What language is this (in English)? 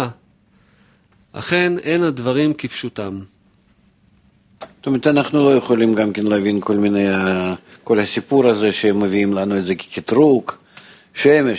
Hebrew